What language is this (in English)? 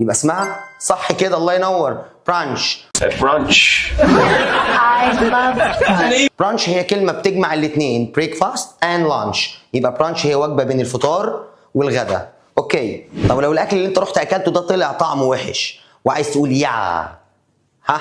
Egyptian Arabic